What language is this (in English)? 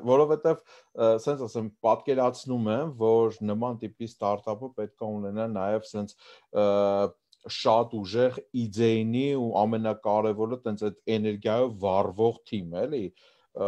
Armenian